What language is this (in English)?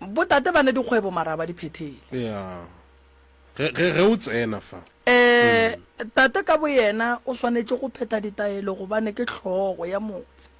Northern Sotho